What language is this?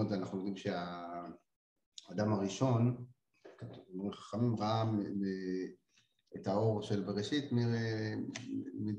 Hebrew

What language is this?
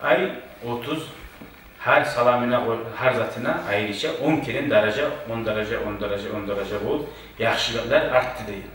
Kumyk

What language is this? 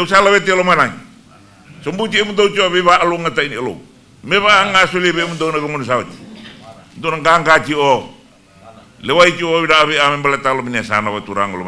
Fijian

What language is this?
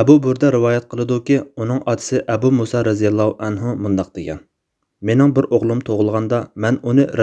Uyghur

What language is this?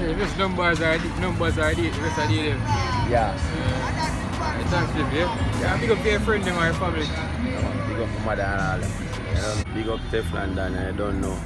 Jamaican Creole English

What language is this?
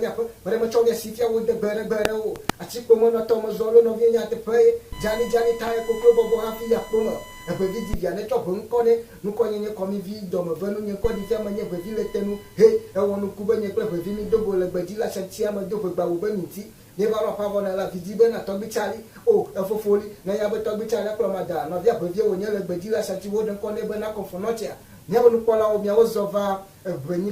Ewe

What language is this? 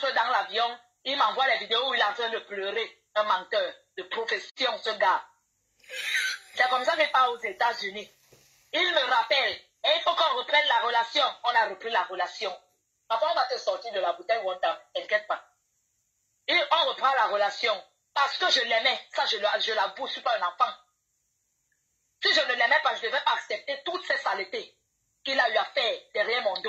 French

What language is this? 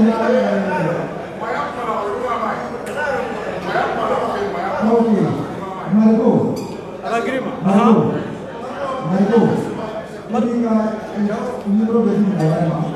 French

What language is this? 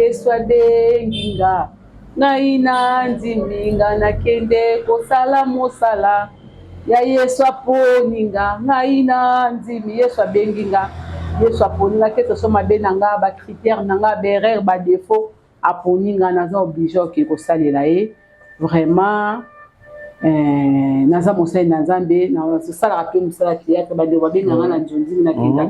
Lingala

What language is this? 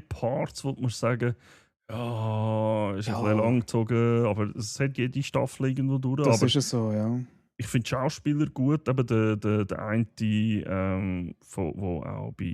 Swiss German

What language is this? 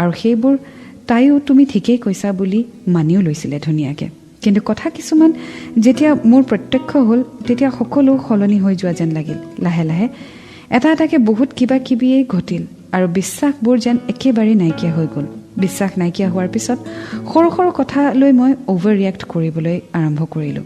Assamese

